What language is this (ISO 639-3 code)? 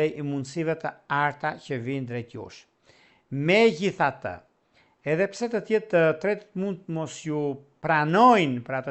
sqi